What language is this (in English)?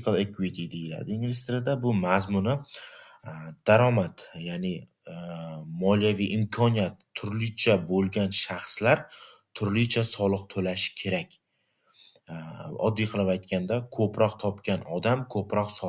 Uzbek